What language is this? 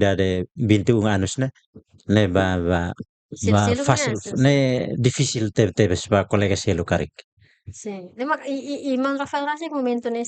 Tetum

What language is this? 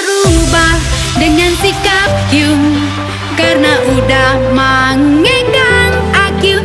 Minangkabau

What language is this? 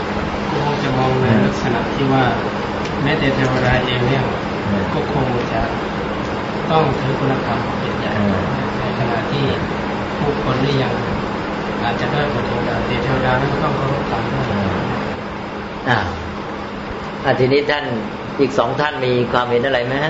Thai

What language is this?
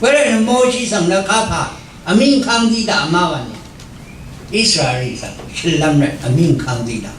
Rawang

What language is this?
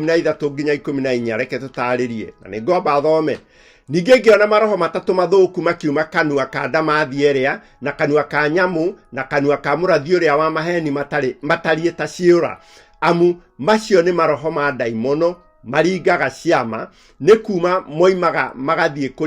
Kikuyu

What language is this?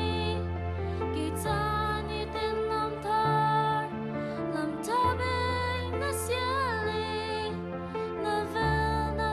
Hakha Chin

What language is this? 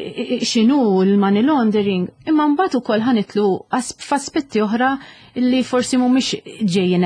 Maltese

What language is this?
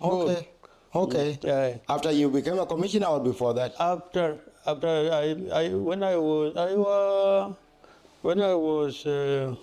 Dinka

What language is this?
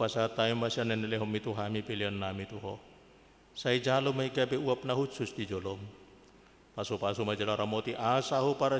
Batak Toba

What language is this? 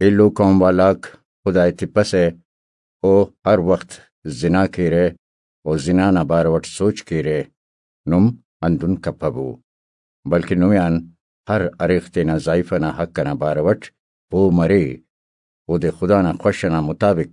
Brahui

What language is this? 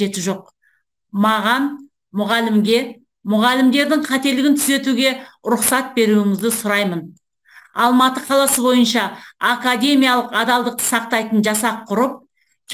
Kazakh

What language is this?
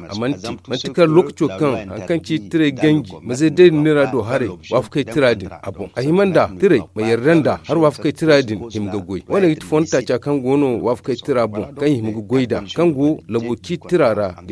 Zarma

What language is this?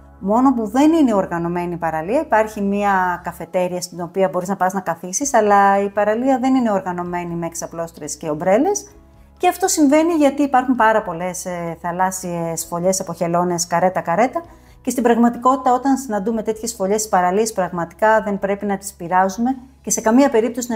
Greek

